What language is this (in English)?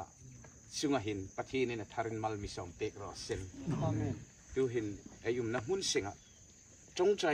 Hmar